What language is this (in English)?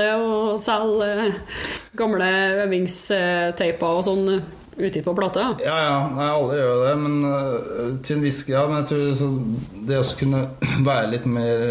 Norwegian